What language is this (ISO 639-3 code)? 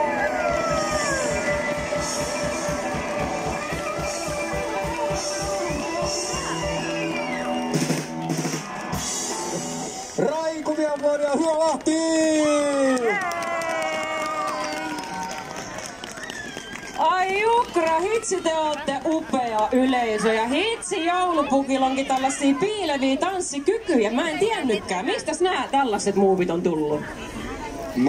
fin